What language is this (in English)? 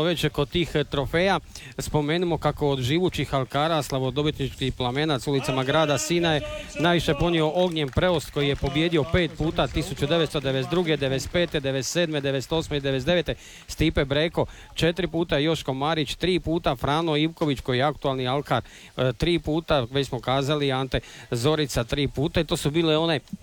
Croatian